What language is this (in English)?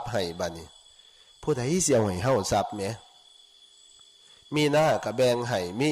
Lao